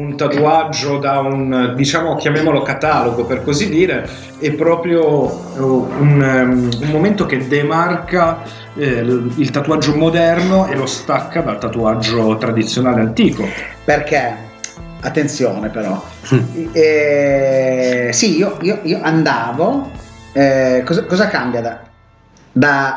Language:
Italian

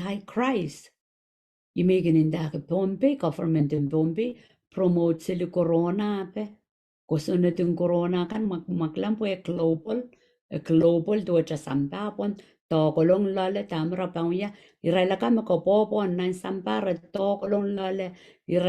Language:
Pohnpeian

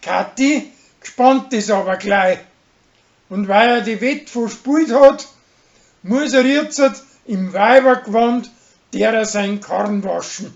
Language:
Bavarian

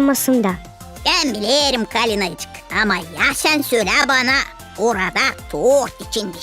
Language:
Gagauz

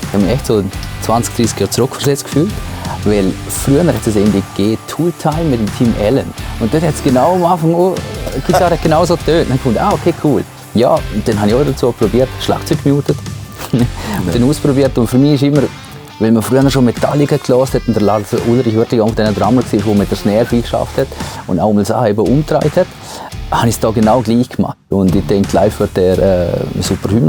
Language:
Swiss German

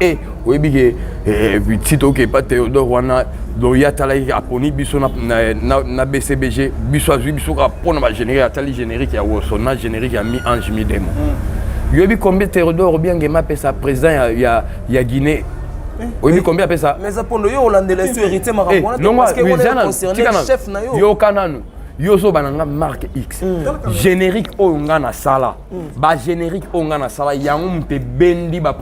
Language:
Lingala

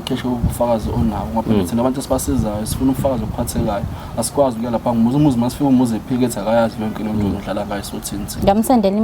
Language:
Zulu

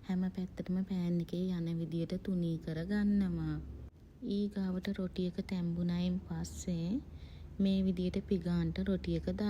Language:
Sinhala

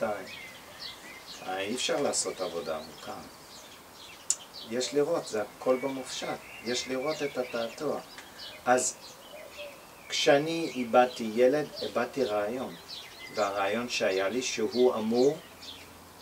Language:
Hebrew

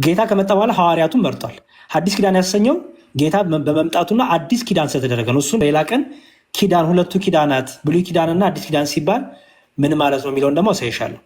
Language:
Amharic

